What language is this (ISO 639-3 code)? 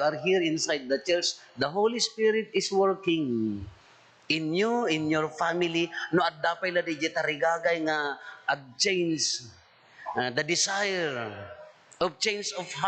ilo